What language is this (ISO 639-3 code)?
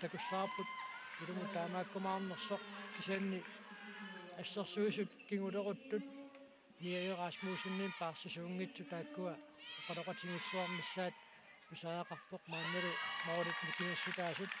kal